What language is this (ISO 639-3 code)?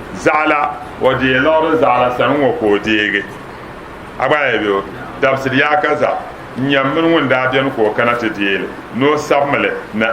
dag